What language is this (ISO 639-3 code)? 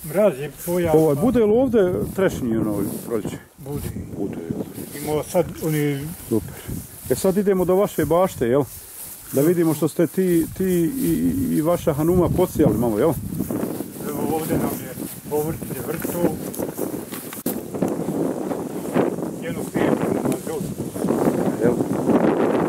bos